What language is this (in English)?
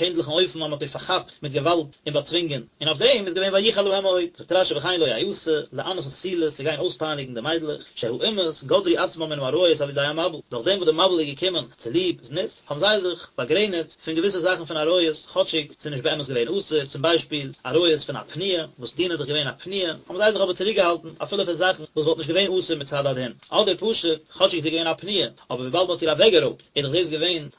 Yiddish